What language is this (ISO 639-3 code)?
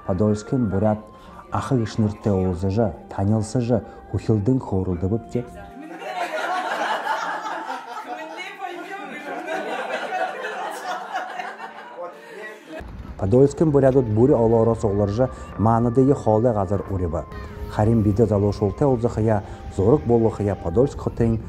bua